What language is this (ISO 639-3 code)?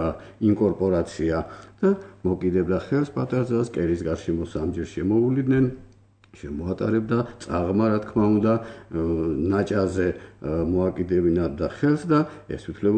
kat